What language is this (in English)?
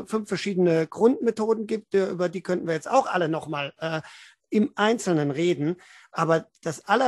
German